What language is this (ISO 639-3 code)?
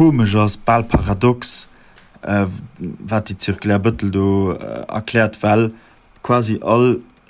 ltz